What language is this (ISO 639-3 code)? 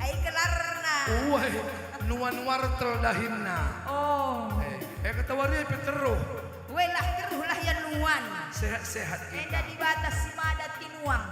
btx